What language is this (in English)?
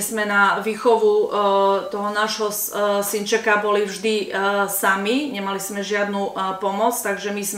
Slovak